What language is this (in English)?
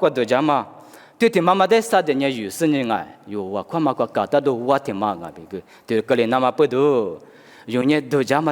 Lisu